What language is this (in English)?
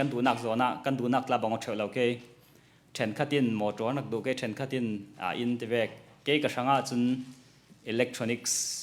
Hakha Chin